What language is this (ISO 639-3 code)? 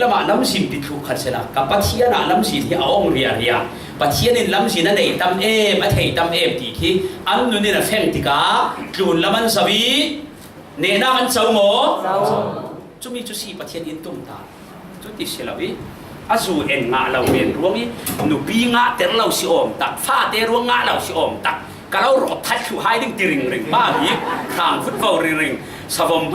cfm